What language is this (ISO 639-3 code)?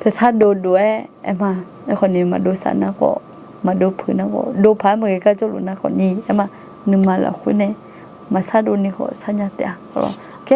ahk